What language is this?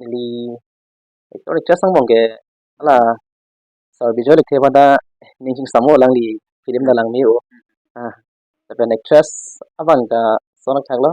Karbi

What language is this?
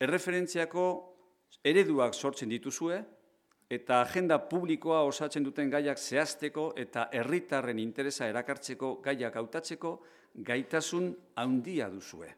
Basque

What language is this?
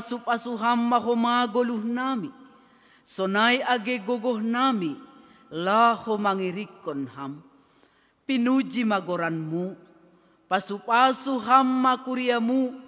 Batak Simalungun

